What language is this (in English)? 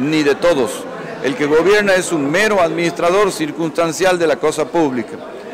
Spanish